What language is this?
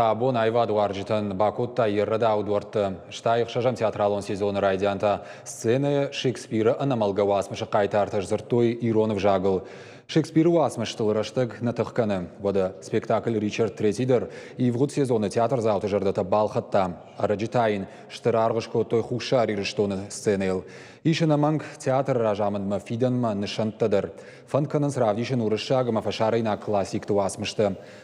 Ossetic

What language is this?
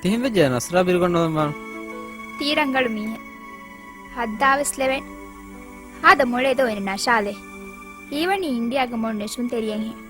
Divehi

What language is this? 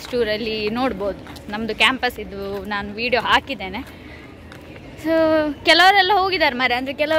Kannada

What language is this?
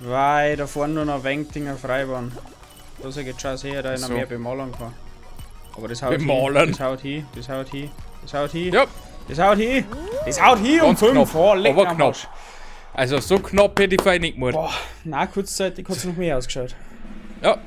Bavarian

